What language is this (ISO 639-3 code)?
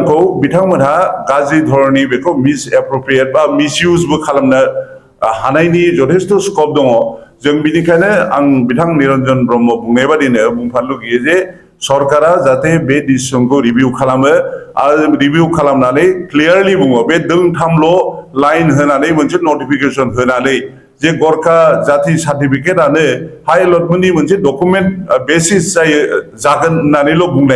brx